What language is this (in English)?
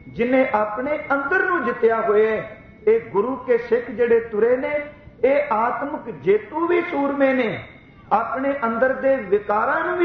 Punjabi